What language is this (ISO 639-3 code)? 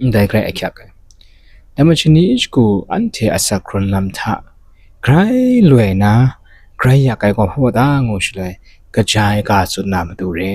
kac